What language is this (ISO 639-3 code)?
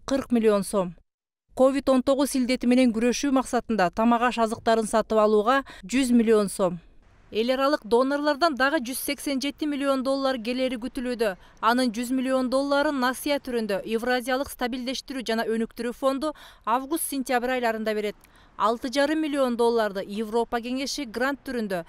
kir